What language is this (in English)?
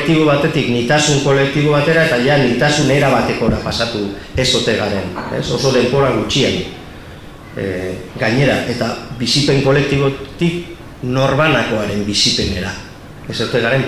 Basque